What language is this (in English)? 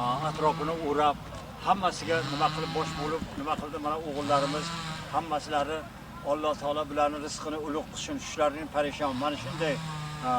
Uzbek